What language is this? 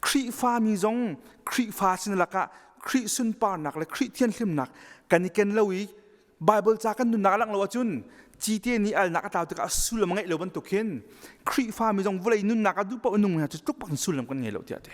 Hakha Chin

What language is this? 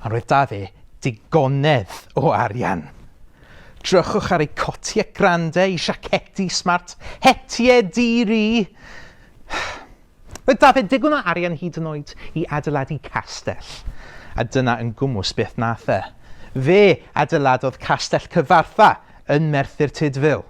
Welsh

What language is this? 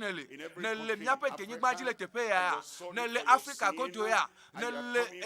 Ewe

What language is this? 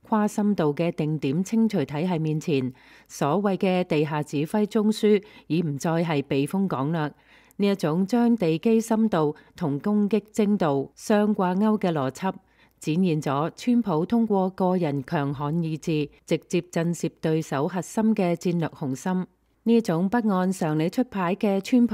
Cantonese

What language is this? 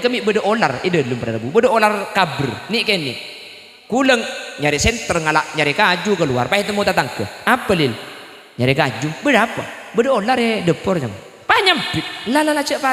Madurese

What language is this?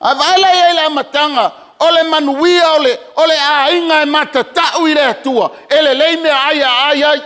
Samoan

